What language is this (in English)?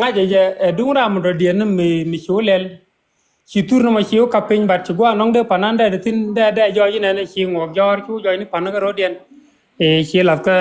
Nuer